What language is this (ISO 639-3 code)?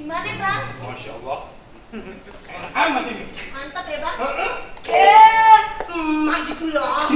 bew